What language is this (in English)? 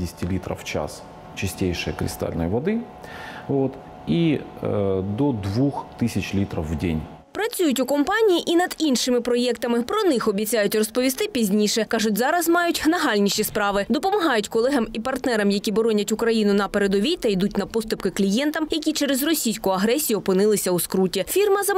Ukrainian